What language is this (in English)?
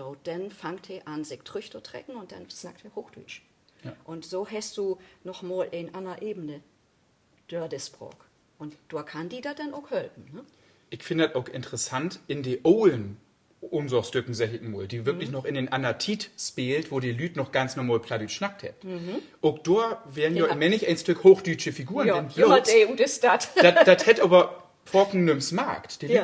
Low German